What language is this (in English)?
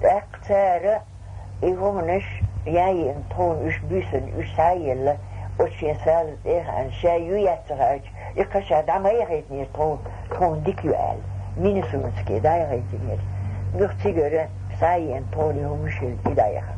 Chechen